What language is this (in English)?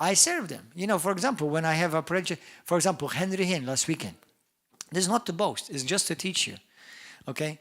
English